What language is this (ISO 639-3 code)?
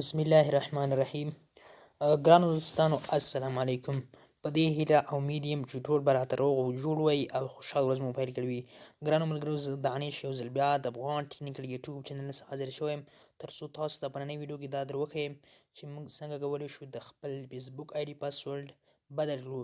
pus